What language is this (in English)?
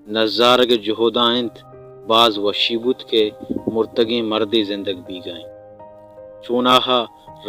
Baluchi